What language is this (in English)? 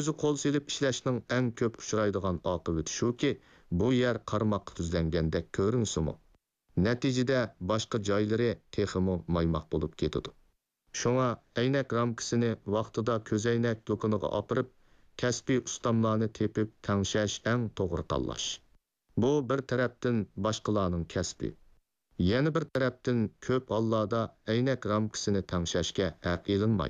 Uyghur